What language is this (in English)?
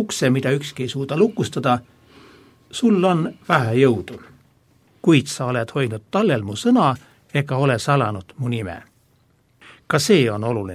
Estonian